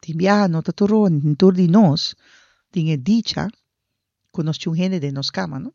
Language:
Papiamento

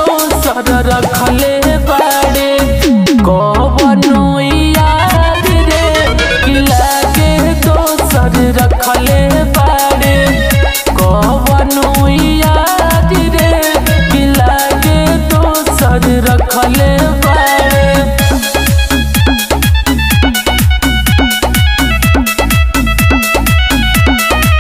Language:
Bhojpuri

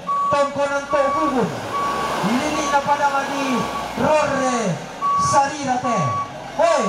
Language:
Toraja-Sa'dan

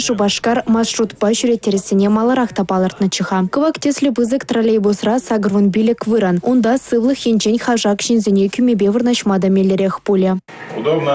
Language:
Chuvash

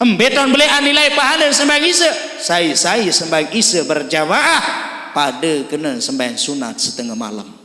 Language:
Sasak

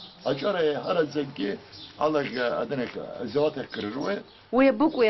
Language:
Abkhazian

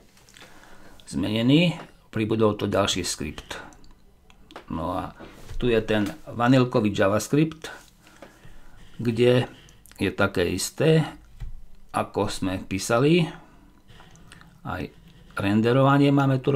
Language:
Slovak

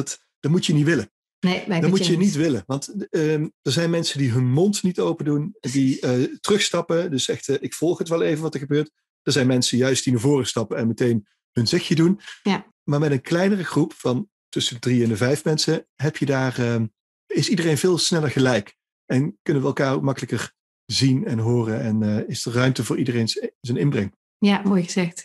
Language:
Dutch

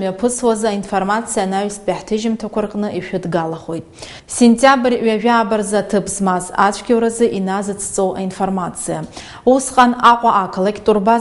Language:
Abkhazian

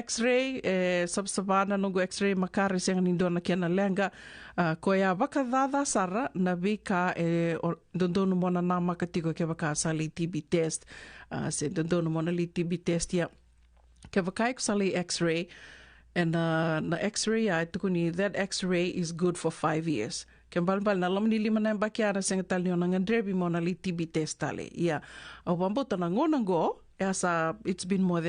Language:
Fijian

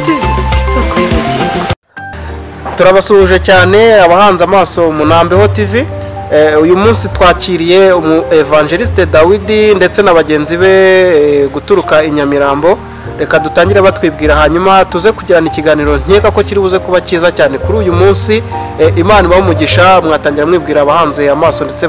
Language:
Kinyarwanda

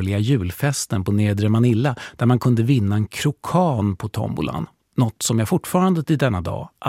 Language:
Swedish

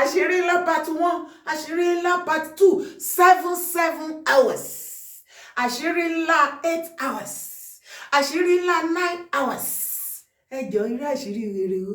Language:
Yoruba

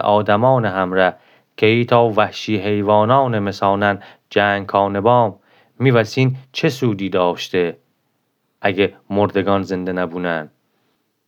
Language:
Gilaki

